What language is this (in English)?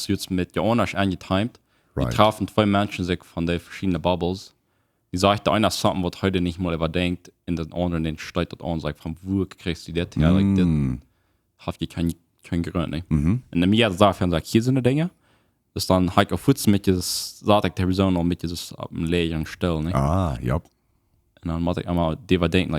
Plautdietsch